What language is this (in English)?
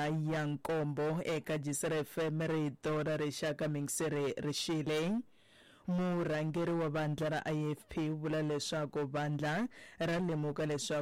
Tsonga